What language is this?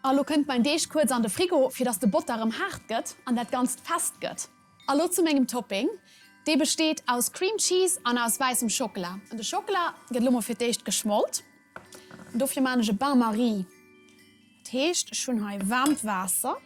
Luxembourgish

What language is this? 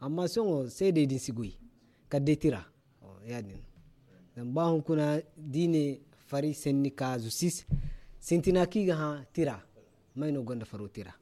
Zarma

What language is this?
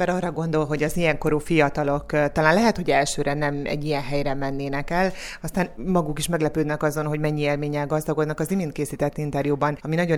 Hungarian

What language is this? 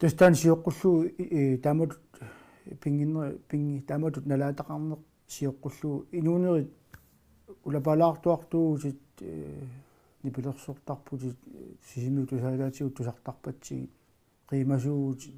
Kalaallisut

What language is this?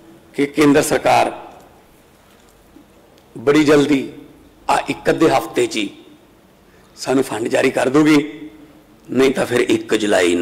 Punjabi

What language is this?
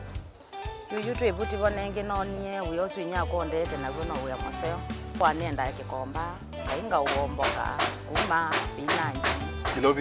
Kamba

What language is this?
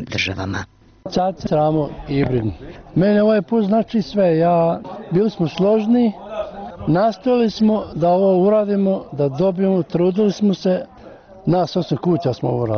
Bosnian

